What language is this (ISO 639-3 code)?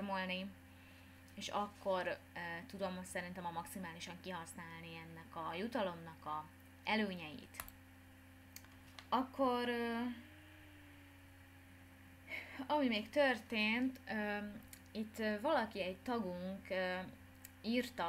hun